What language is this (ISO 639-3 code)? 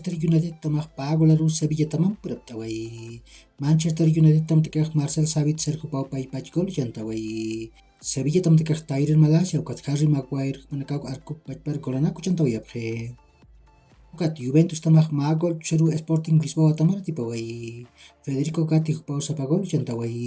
aym